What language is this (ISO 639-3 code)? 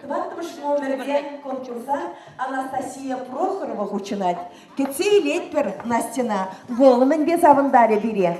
chv